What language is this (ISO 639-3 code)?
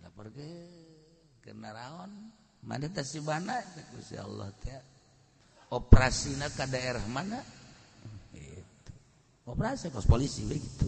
sun